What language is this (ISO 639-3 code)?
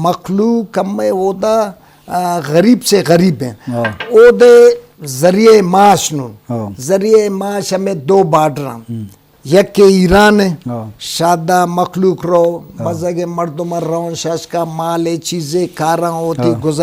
bgp